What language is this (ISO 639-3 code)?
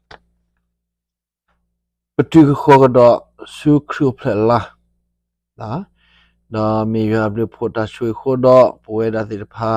ksw